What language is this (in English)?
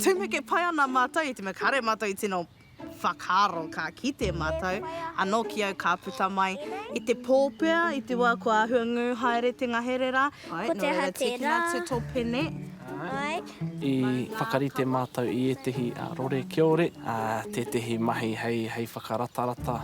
Māori